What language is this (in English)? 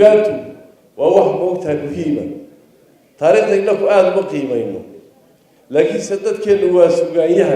Somali